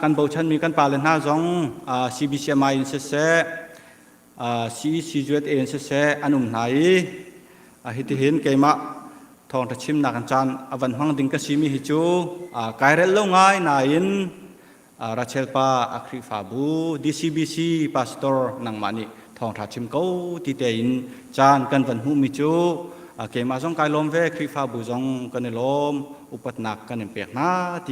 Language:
Hakha Chin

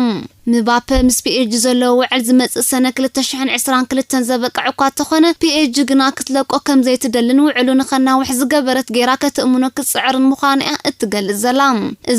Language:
Tigrinya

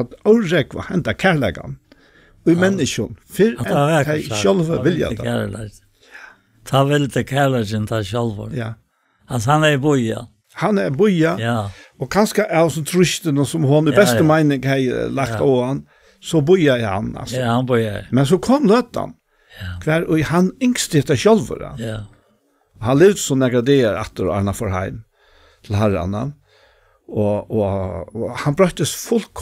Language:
Faroese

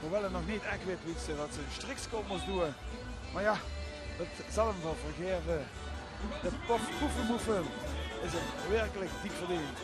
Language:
Limburgish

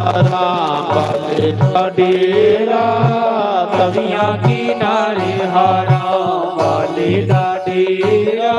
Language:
Dogri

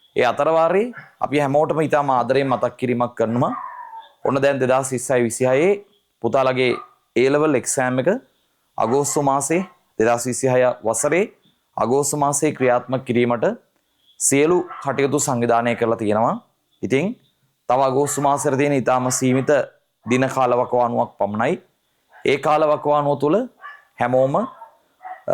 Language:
Sinhala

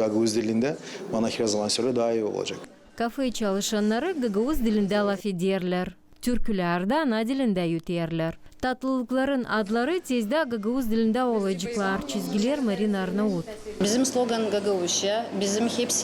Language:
Gagauz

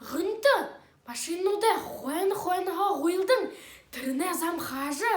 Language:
Buriat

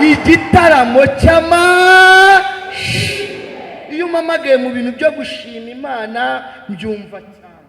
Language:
Kinyarwanda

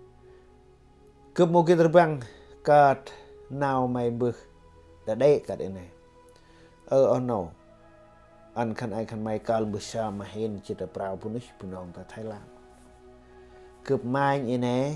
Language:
Central Mnong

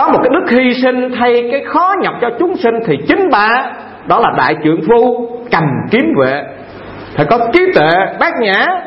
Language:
Vietnamese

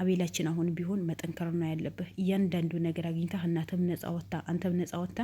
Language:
Amharic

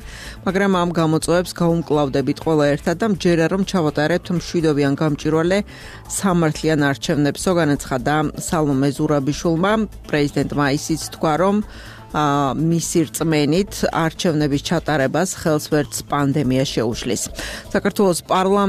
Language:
Georgian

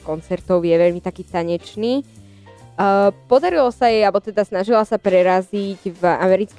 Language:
Slovak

